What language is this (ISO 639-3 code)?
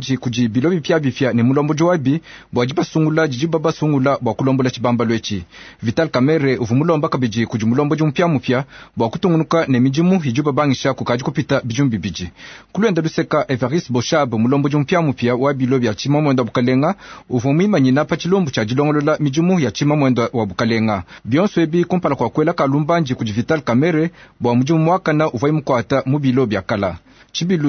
lua